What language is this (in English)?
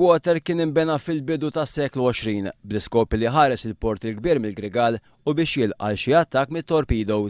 Maltese